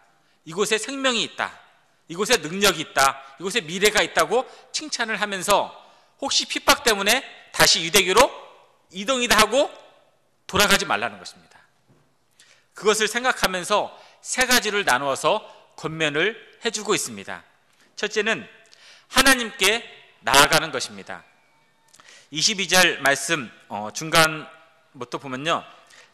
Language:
Korean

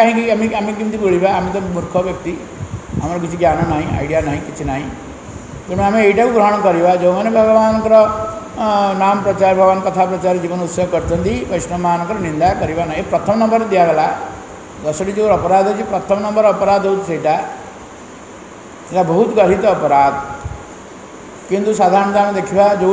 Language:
Odia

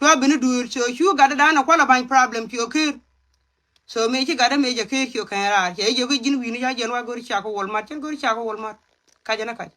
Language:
Nuer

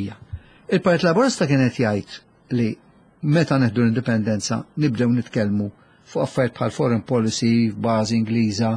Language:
Maltese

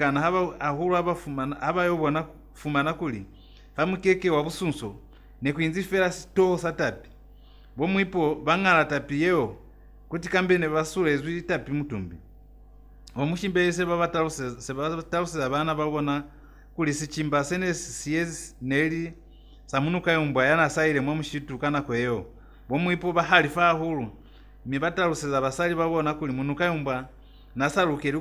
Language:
Lozi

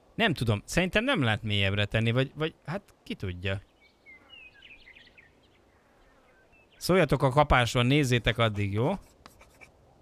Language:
Hungarian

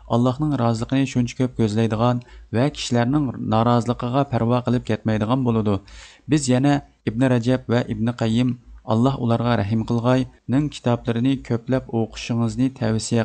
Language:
Uyghur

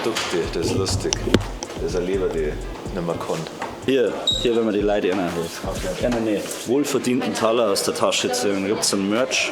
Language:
Bavarian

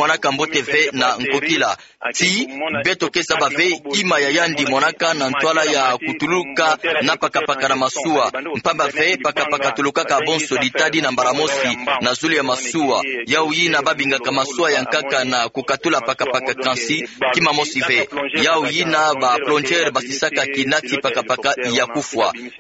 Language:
Kituba (Democratic Republic of Congo)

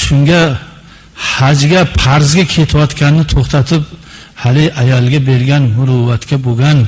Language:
Uzbek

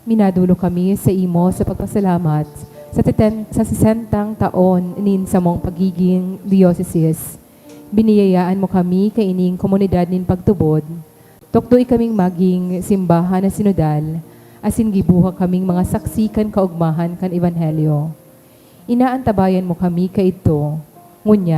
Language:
Bikol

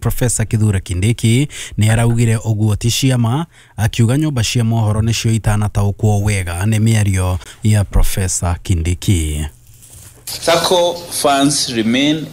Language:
Kikuyu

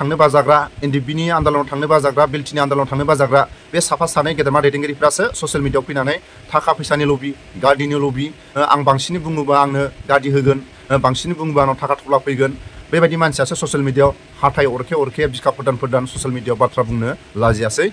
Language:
Bodo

